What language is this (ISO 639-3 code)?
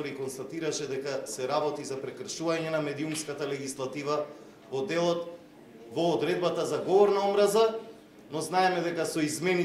mkd